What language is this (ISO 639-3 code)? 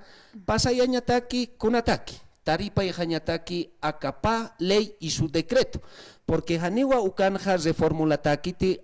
aym